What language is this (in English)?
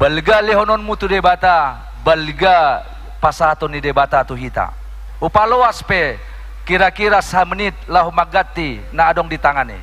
Batak Toba